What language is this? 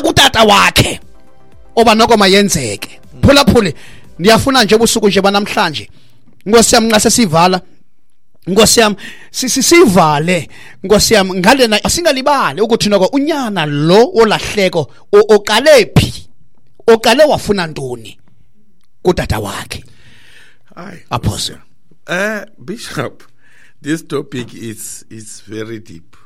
Xhosa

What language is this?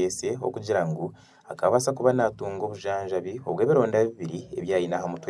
Nyankole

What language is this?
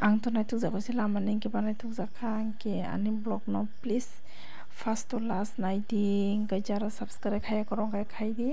Kok Borok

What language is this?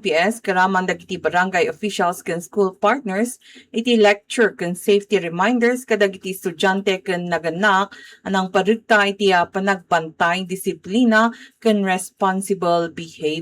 Iloko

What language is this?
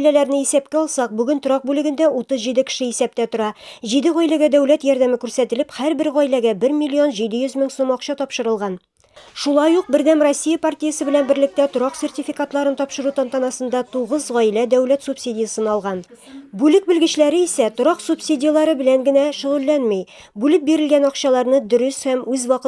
Tatar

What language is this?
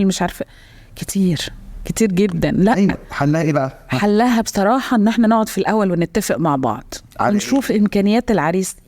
Egyptian Arabic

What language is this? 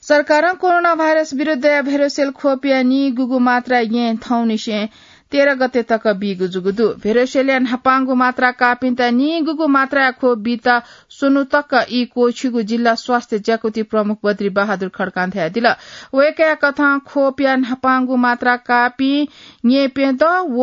Newari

